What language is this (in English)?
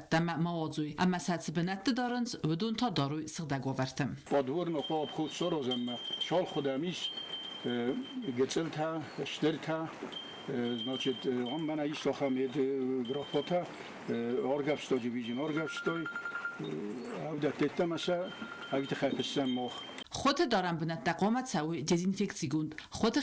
Ossetic